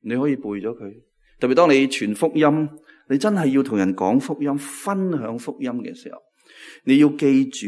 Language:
Cantonese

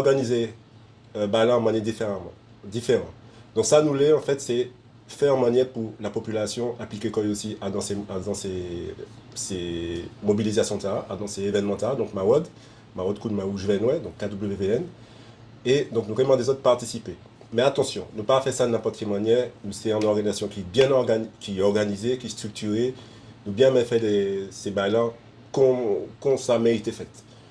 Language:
Guadeloupean Creole French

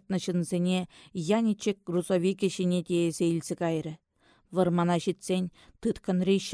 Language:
Chuvash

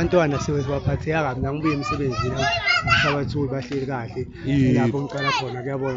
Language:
Zulu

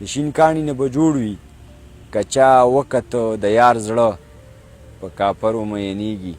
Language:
Pashto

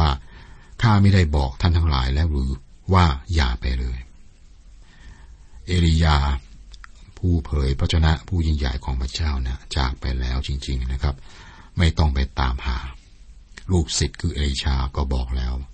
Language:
Thai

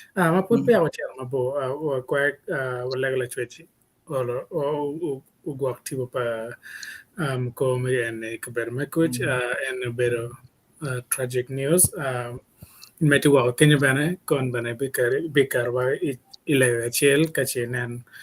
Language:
Acoli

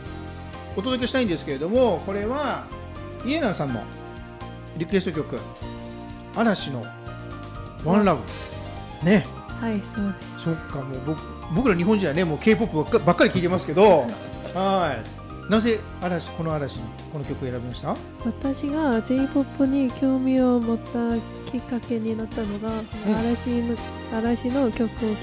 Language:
Japanese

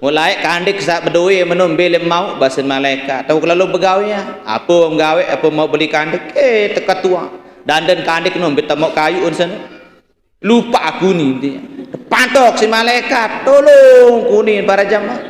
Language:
Sasak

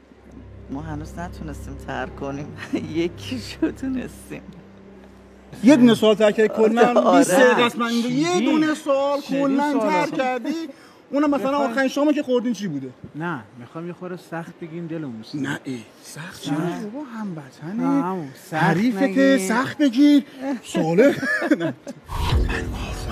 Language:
Persian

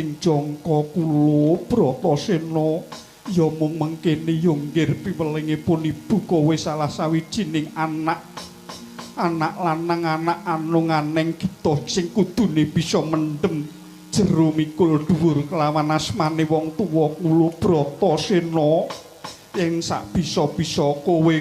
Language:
Javanese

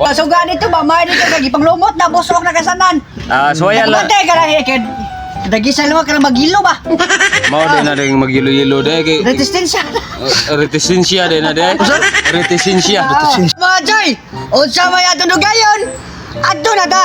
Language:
Cebuano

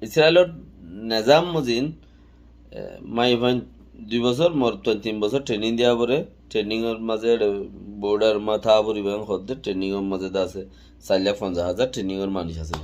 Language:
Rohingya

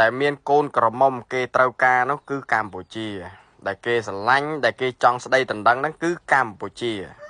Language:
Khmer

